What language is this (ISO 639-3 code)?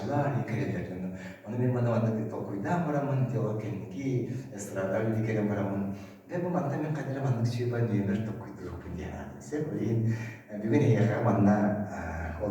sah